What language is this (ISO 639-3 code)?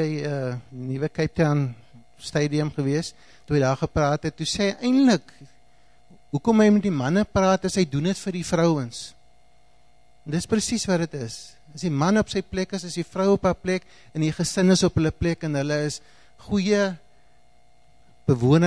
afr